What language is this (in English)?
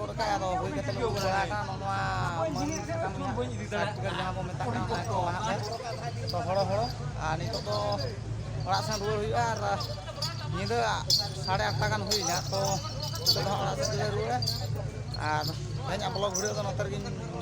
Santali